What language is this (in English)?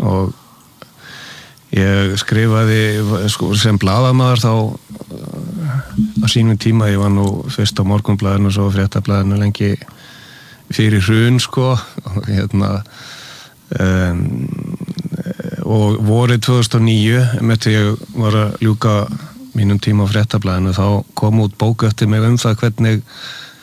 Icelandic